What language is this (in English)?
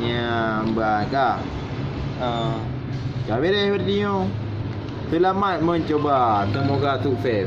Achinese